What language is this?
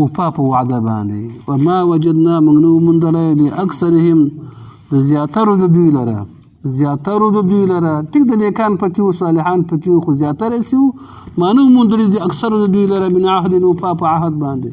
Pashto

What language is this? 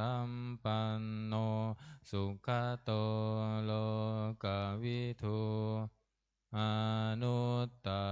Pali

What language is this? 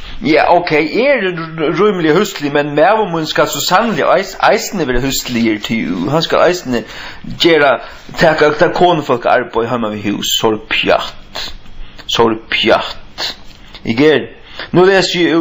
Faroese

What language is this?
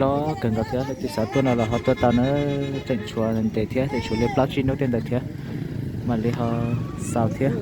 Hmong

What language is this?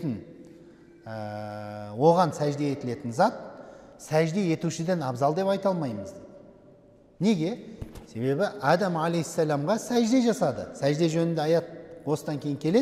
Kazakh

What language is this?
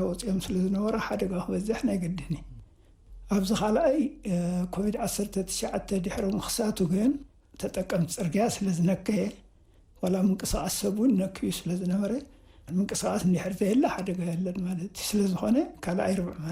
Tigrinya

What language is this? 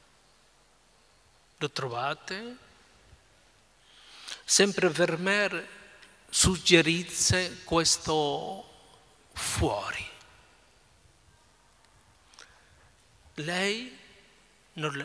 Italian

